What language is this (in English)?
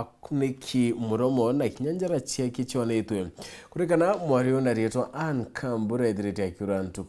Meru